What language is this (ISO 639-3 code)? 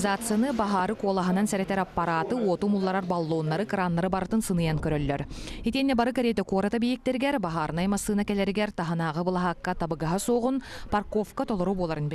sah